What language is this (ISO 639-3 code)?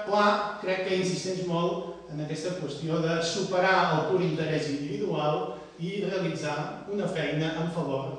cat